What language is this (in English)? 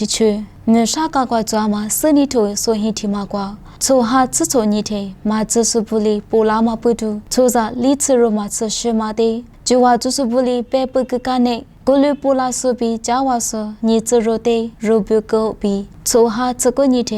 Lisu